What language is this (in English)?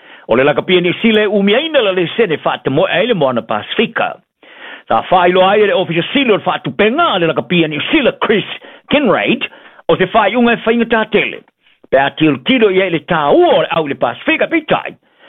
Samoan